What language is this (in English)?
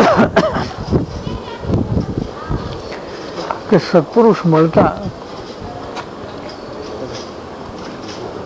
Gujarati